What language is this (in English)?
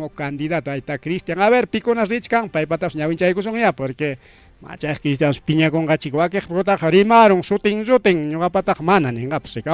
Ayacucho Quechua